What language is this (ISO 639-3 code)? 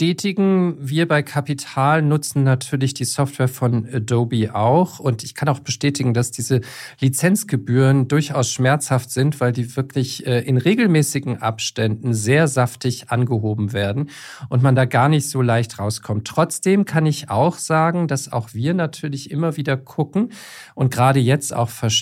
deu